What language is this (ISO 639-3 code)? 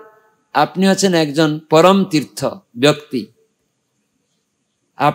ben